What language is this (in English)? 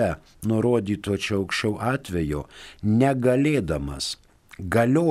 Lithuanian